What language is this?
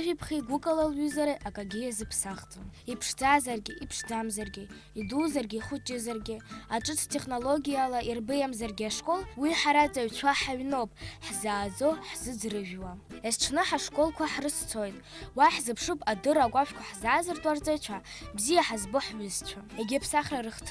Abkhazian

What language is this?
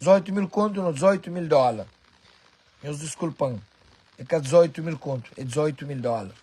Kabuverdianu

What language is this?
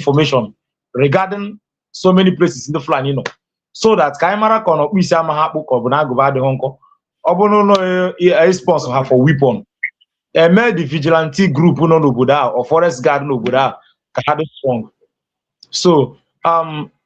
Igbo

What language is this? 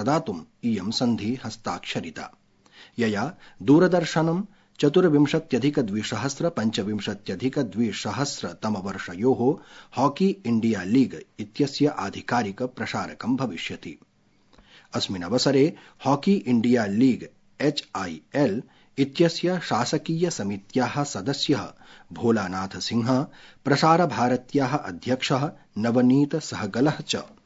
Sanskrit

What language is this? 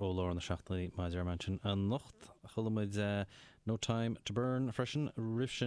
Irish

